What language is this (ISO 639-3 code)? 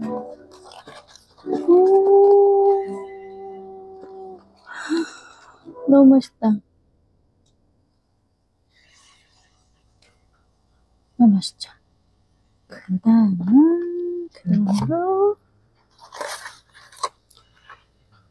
kor